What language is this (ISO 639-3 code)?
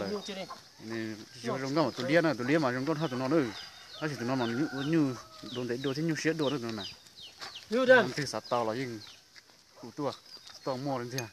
hmn